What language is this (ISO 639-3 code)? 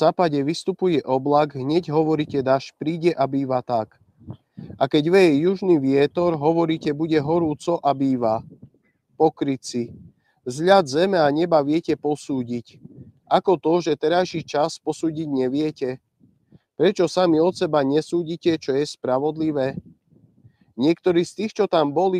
slk